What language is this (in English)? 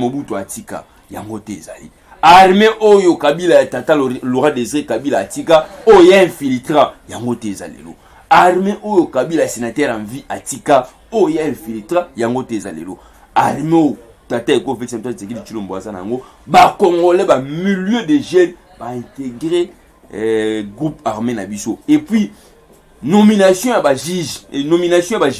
Lingala